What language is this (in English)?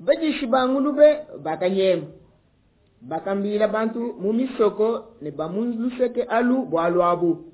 Luba-Lulua